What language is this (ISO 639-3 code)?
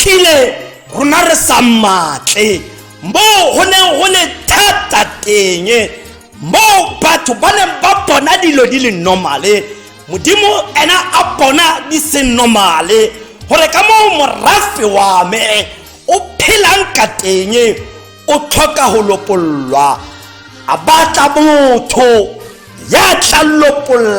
tsn